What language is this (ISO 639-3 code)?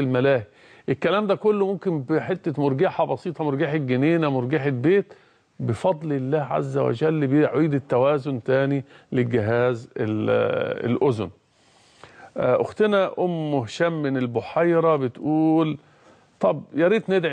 arz